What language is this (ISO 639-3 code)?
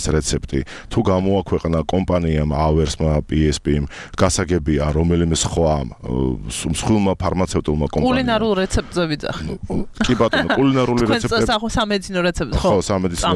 kat